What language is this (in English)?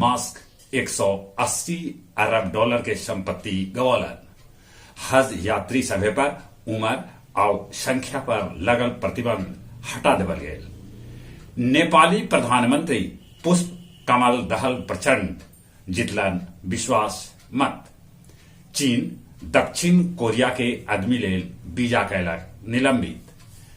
Magahi